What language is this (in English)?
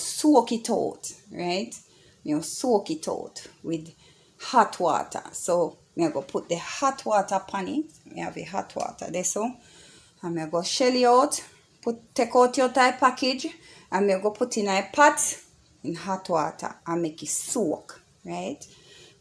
Jamaican Creole English